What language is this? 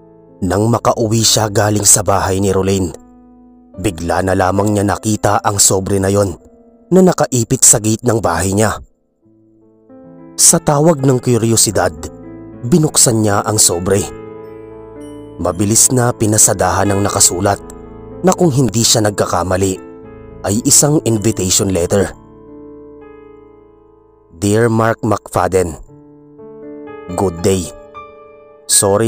Filipino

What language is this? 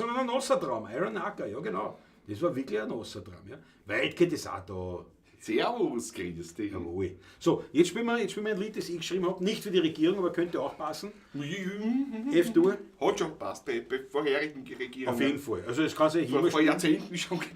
Bavarian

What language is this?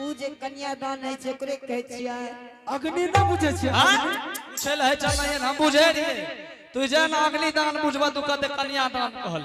Angika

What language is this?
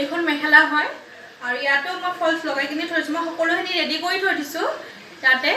Assamese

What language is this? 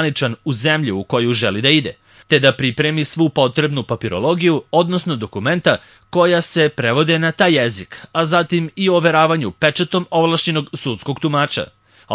Serbian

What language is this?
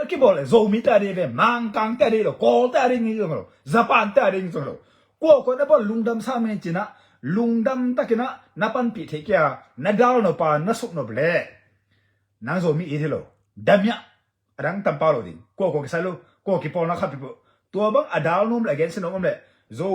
Tedim Chin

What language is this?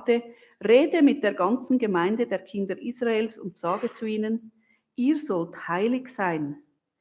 Swiss German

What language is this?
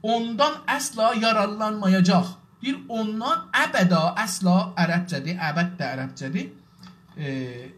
South Azerbaijani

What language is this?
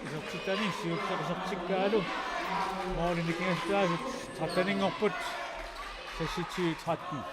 Kalaallisut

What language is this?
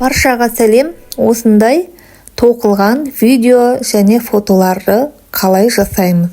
Kazakh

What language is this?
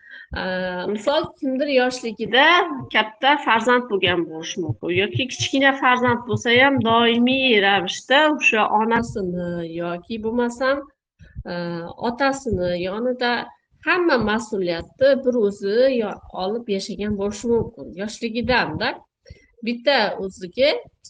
Uzbek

